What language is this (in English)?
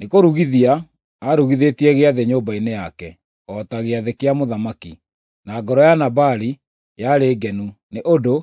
Kikuyu